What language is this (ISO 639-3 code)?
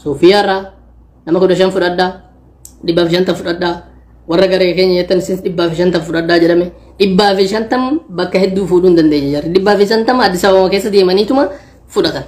orm